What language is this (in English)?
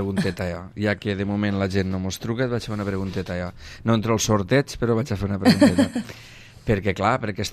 Catalan